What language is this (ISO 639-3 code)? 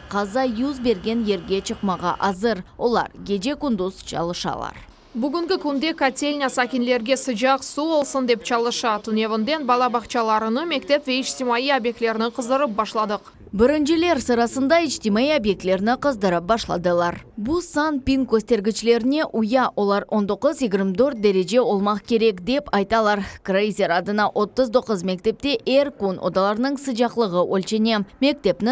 crh